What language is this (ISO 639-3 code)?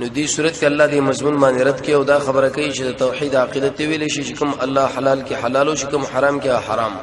pus